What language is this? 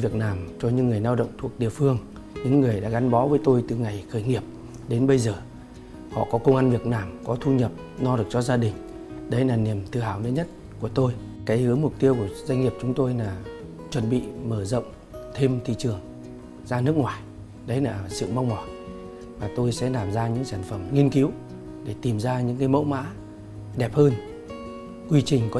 Vietnamese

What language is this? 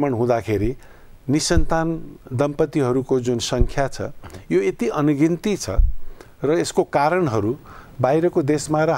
Nepali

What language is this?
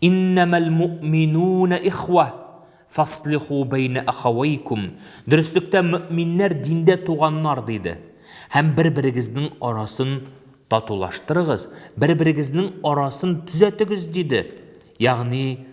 Tatar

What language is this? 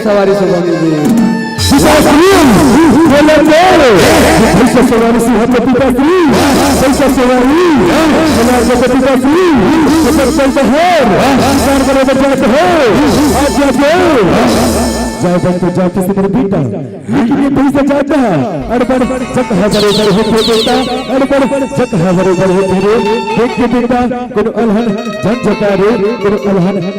Chhattisgarhi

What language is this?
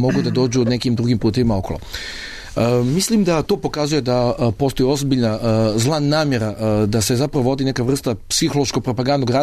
Serbian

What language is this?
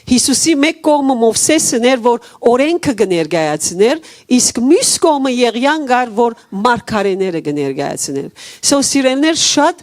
Western Armenian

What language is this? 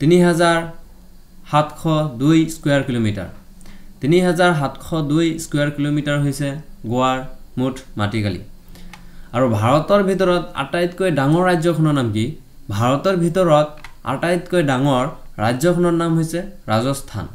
Assamese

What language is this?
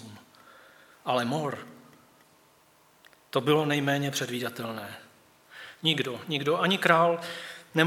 Czech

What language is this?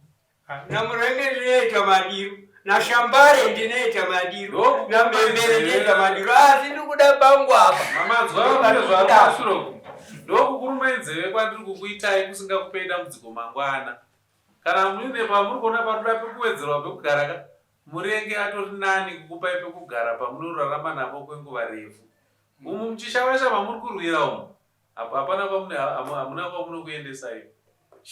Shona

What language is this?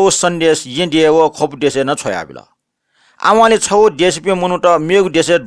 Newari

